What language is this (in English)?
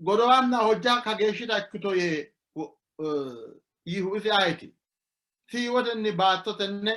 Sidamo